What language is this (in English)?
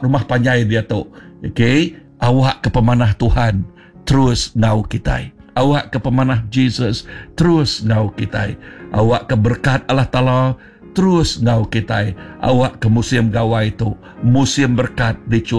Iban